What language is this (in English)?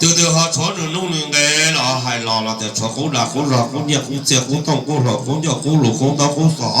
Hmong